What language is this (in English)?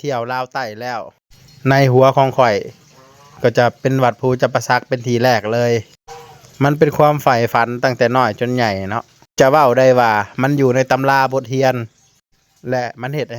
Northeastern Thai